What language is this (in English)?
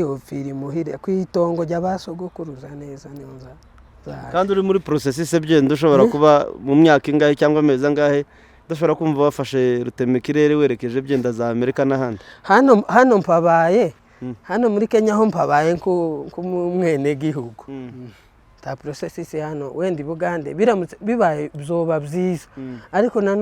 Kinyarwanda